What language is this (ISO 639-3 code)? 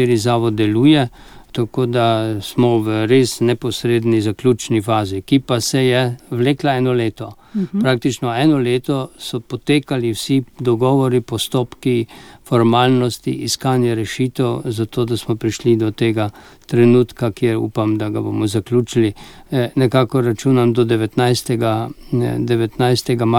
slv